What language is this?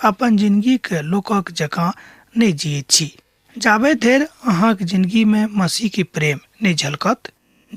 Maithili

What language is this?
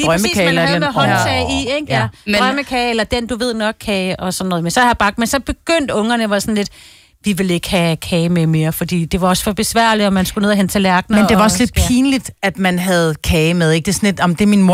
Danish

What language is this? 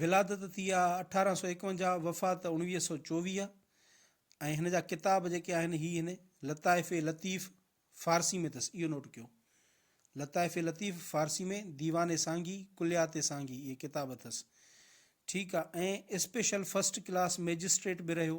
Sindhi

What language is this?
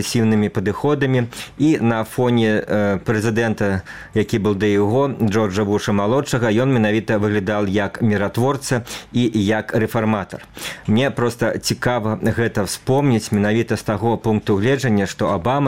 Belarusian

